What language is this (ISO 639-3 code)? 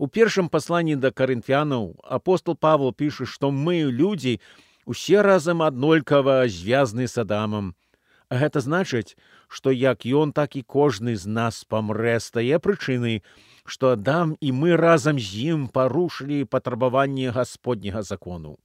bel